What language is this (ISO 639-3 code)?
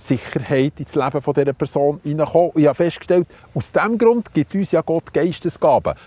gsw